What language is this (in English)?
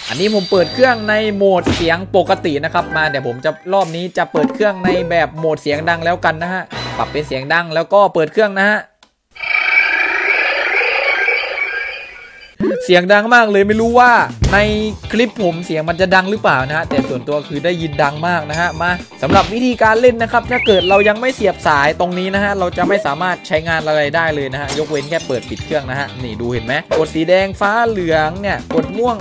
Thai